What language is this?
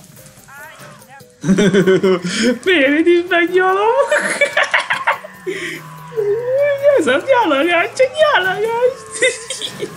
Hungarian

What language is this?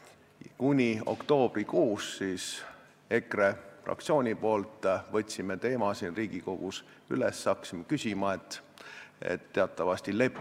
Estonian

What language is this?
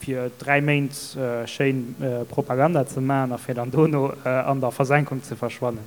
Luxembourgish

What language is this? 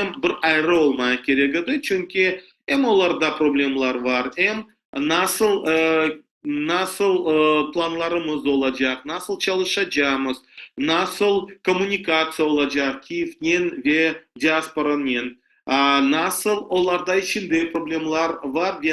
Crimean Tatar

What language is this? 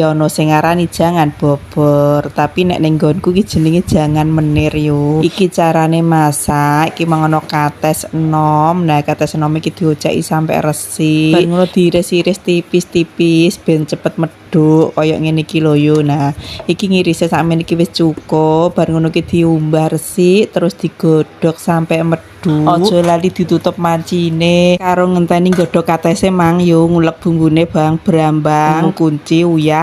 Javanese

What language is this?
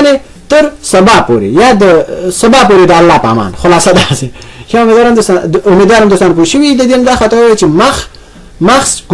Pashto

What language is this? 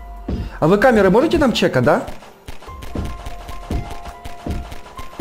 Russian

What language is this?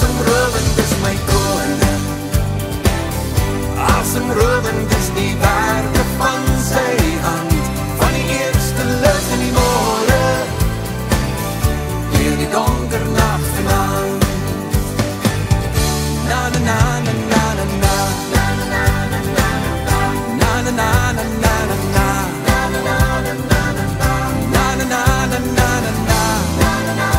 Afrikaans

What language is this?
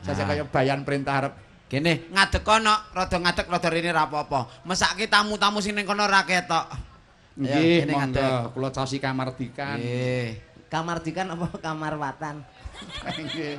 Javanese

